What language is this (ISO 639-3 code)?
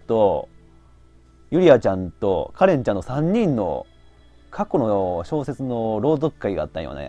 jpn